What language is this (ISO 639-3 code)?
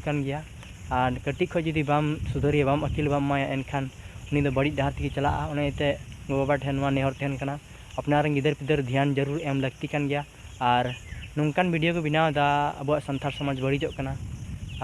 sat